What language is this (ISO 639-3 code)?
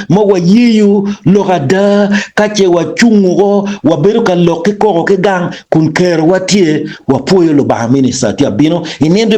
ach